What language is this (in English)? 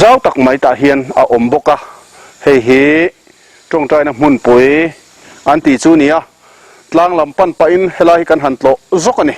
Mizo